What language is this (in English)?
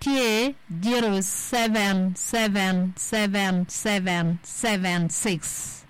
Acoli